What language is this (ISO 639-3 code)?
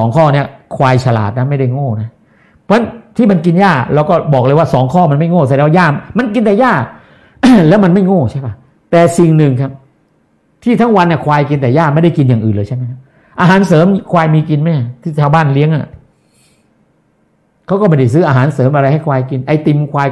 tha